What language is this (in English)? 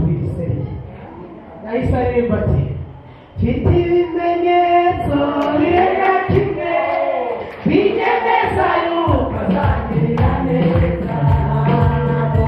Kinyarwanda